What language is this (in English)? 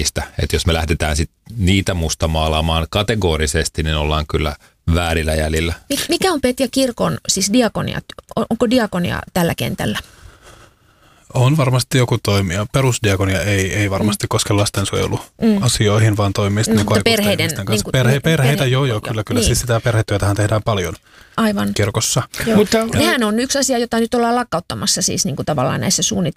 Finnish